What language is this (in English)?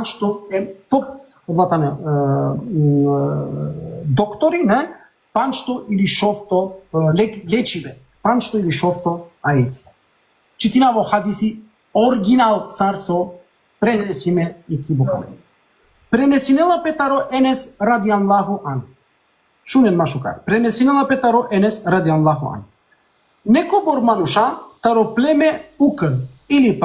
Balkan Romani